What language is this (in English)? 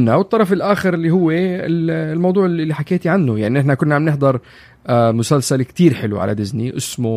North Levantine Arabic